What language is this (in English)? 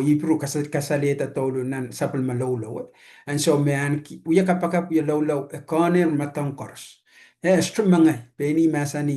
Pohnpeian